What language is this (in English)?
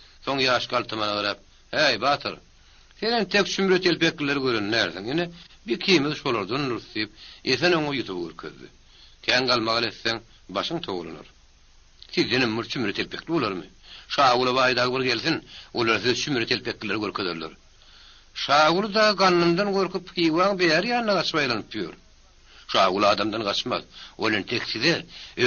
Turkmen